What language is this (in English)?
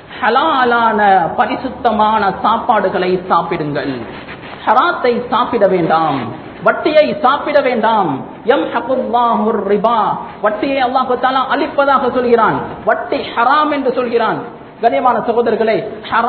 Tamil